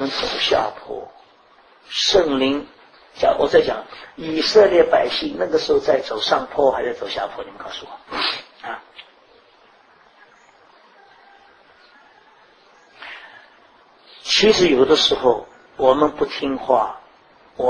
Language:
Chinese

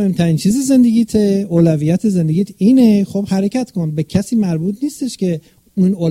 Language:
Persian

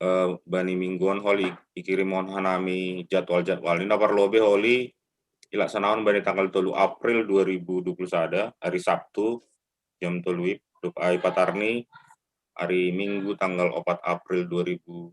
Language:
Batak Simalungun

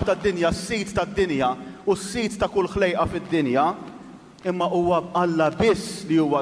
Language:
Maltese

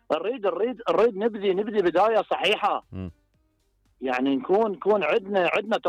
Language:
Mesopotamian Arabic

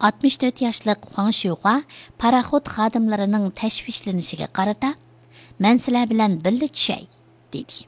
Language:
Uyghur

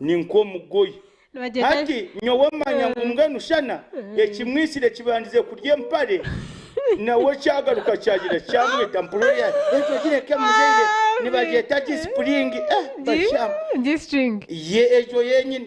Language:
Nyankole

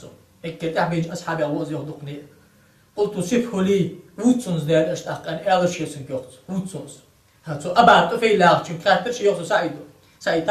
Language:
Ingush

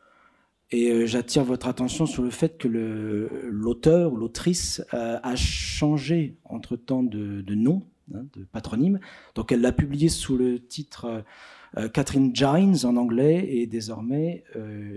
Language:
French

